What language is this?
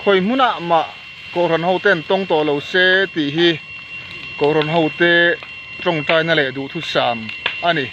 Mizo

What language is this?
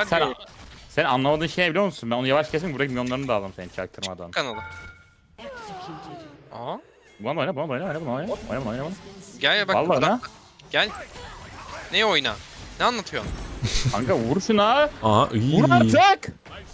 Turkish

